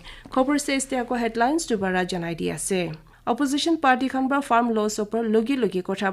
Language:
Naga Pidgin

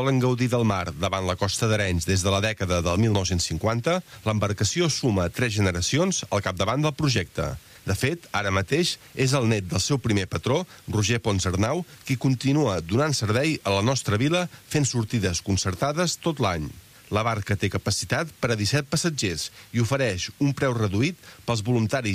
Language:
Catalan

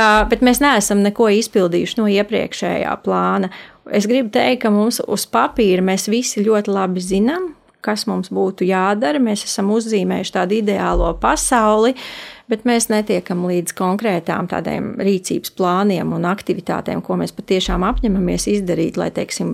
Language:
Latvian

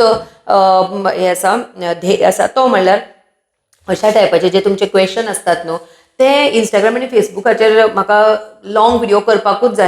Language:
Konkani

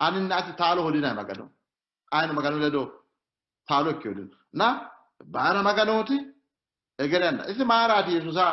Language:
Sidamo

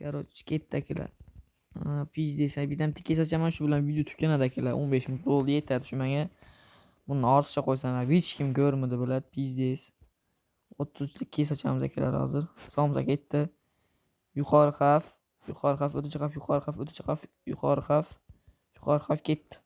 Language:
Uzbek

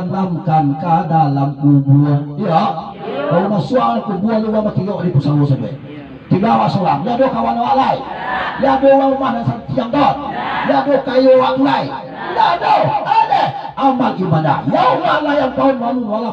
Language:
Minangkabau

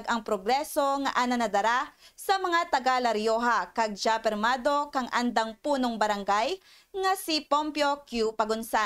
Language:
Kinaray-a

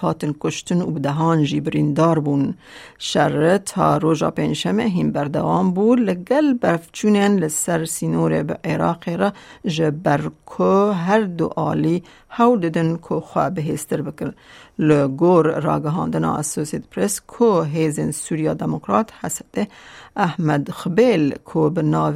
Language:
Kurdish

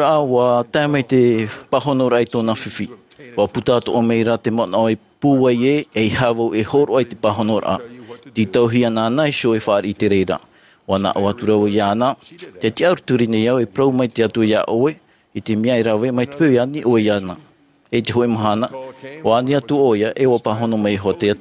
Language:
Tahitian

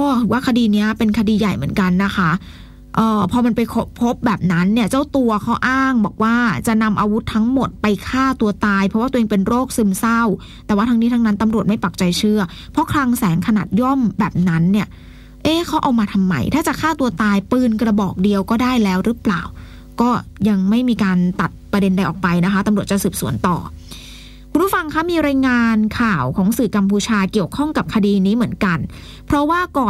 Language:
Thai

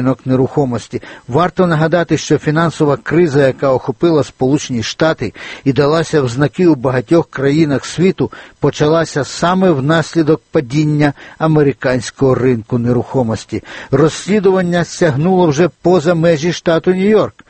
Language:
Ukrainian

